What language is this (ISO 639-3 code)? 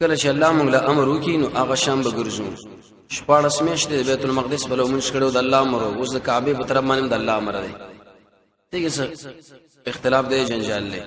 pus